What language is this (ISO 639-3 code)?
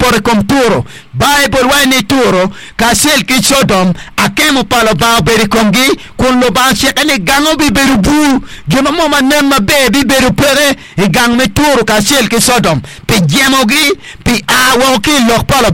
ach